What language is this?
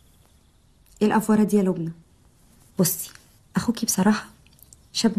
Egyptian Arabic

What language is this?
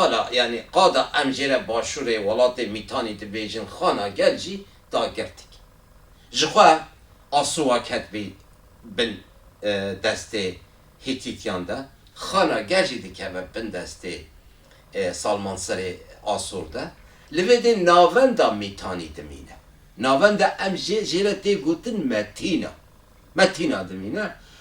Kurdish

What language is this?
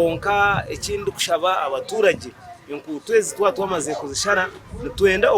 Nyankole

